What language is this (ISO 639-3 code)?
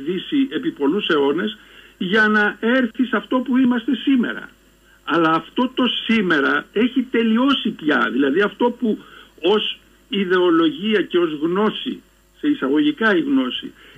ell